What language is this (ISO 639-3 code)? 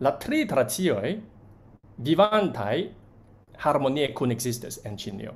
epo